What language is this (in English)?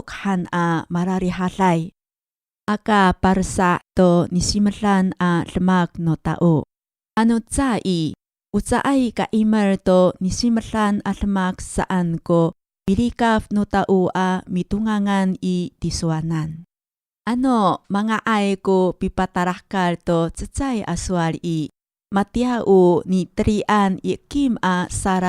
Amis